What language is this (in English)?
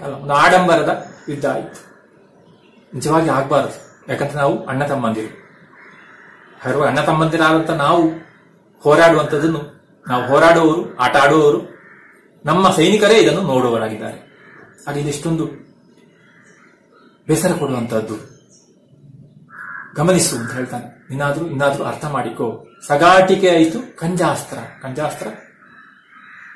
Kannada